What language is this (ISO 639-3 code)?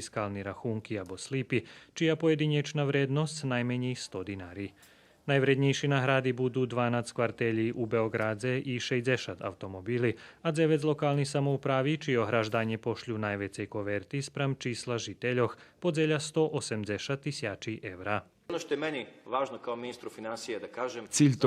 rue